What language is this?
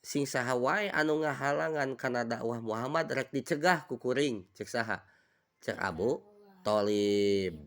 Sundanese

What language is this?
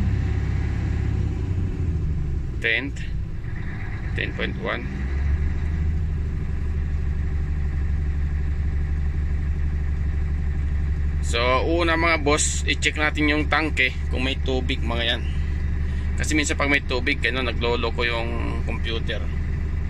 Filipino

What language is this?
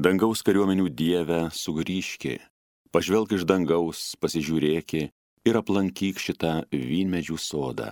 Lithuanian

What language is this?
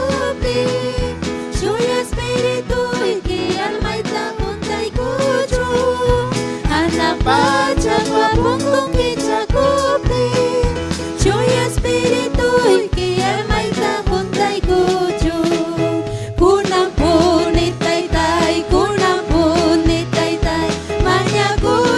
Ayacucho Quechua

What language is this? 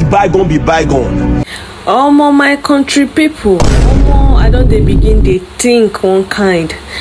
Nigerian Pidgin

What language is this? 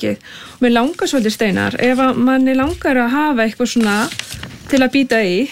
Icelandic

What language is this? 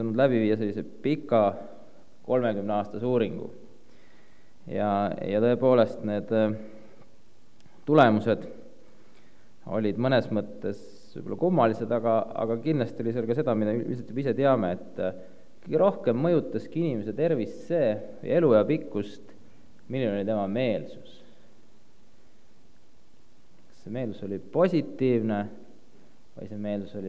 Estonian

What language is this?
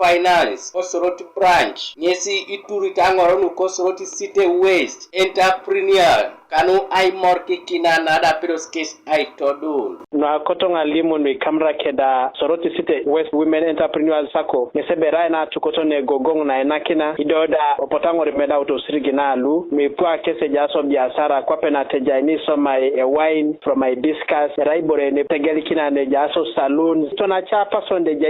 Teso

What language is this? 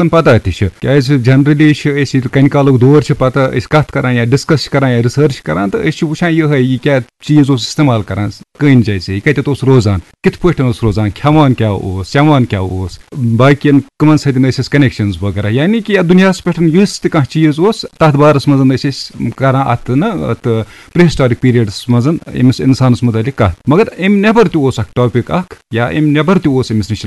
Kashmiri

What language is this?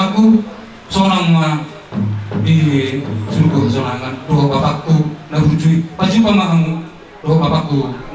Batak Toba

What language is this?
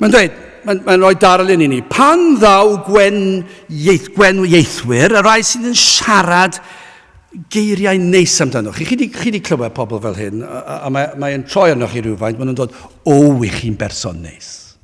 Welsh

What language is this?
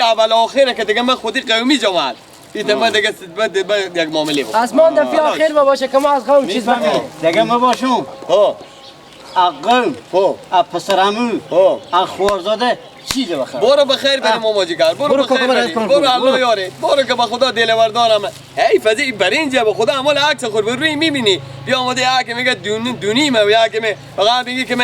Persian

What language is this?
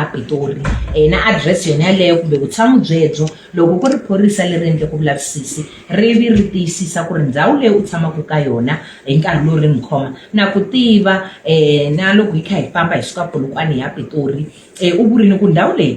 Tsonga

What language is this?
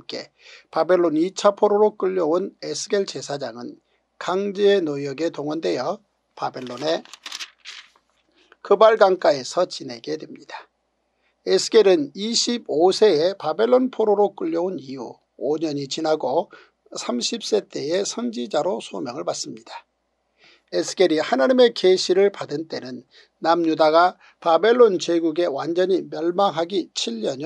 Korean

